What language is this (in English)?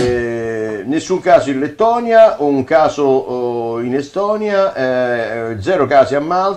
Italian